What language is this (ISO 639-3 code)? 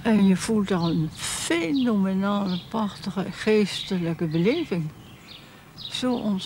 nld